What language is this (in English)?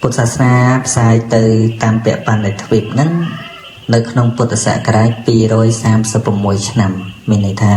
Khmer